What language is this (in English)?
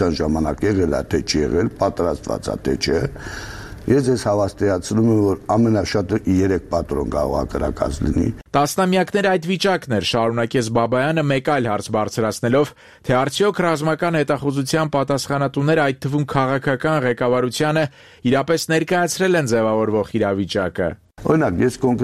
Armenian